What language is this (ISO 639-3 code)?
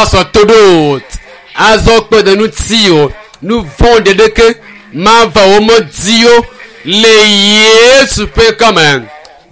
ewe